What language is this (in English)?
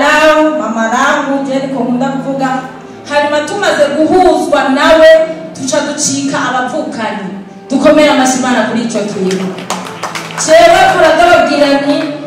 Rundi